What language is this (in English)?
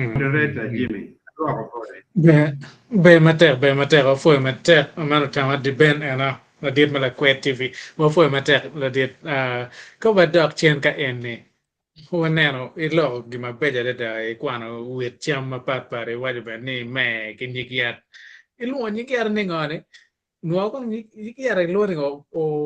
Acoli